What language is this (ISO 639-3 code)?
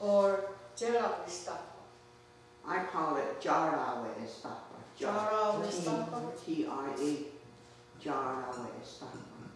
moh